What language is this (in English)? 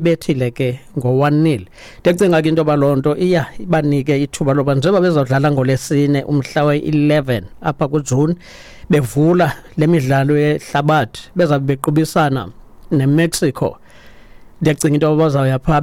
Xhosa